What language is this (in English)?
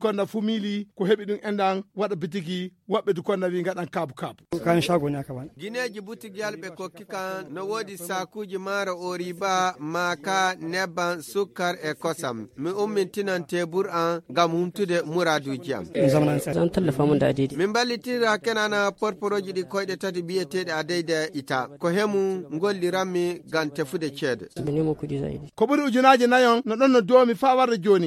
Fula